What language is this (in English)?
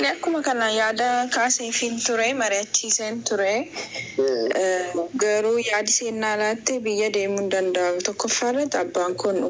Oromo